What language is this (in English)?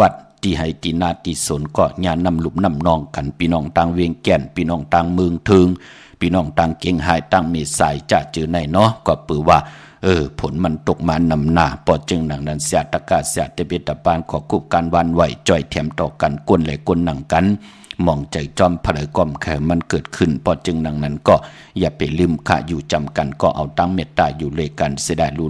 Shan